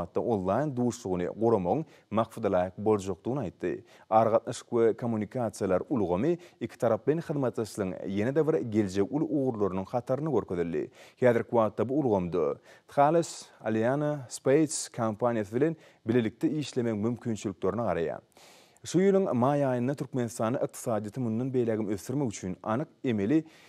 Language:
Turkmen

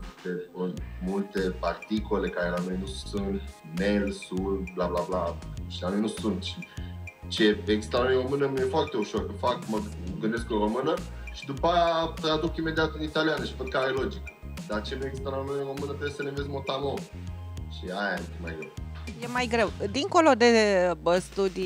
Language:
Romanian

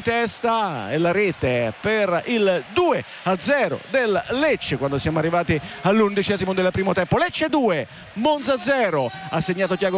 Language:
Italian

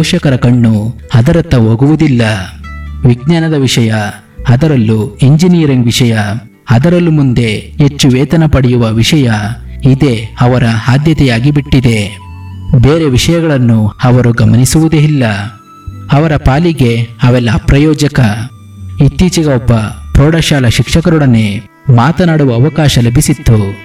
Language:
Kannada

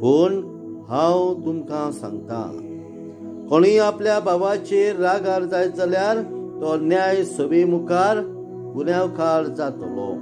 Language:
Konkani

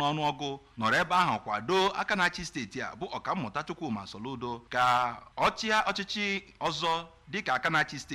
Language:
Igbo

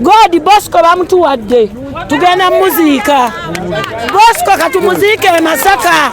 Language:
Ganda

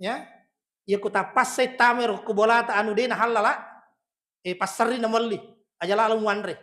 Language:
Buginese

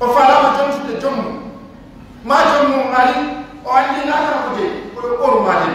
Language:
Fula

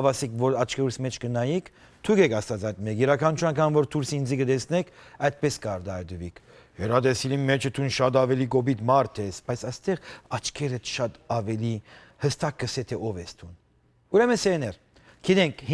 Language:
Western Armenian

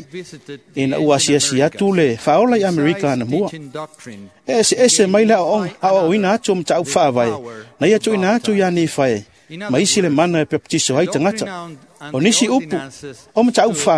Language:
Samoan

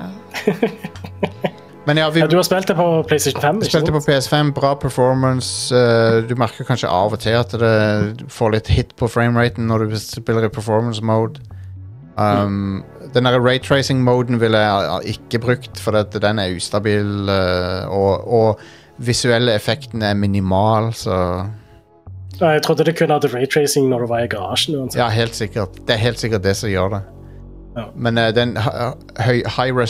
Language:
Norwegian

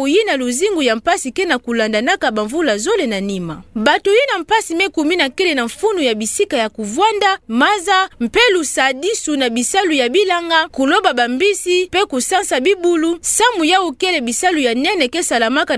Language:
Kituba (Democratic Republic of Congo)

